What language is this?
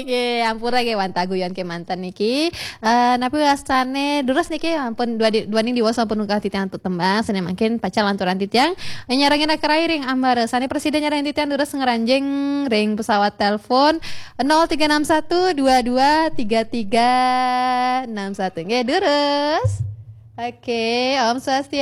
Balinese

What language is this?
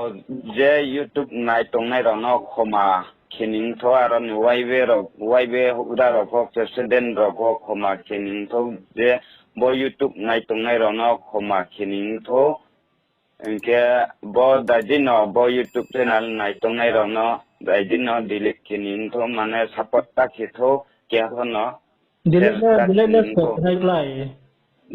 Riang (India)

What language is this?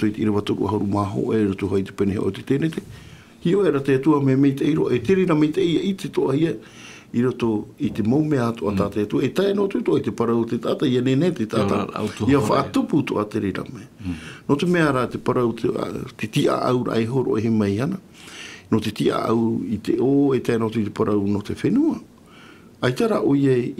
Tahitian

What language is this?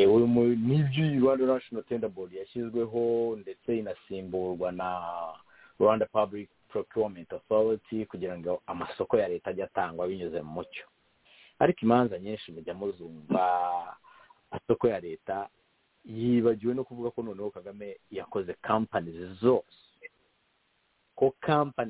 Kinyarwanda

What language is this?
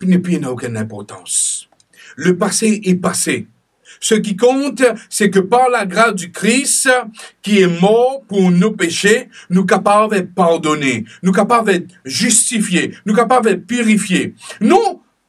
Morisyen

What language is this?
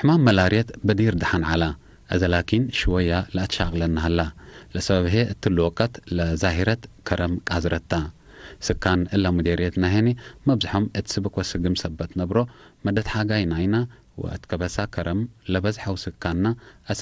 Tigre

